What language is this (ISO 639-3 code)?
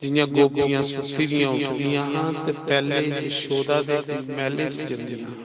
doi